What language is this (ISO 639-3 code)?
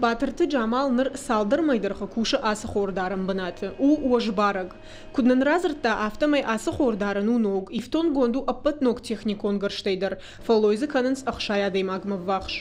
oss